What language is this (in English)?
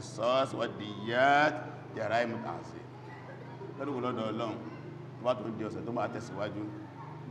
Yoruba